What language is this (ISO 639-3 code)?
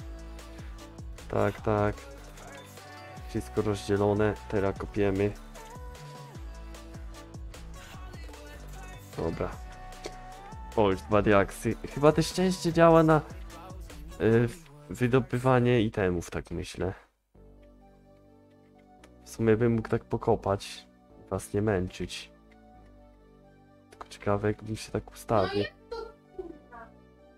pol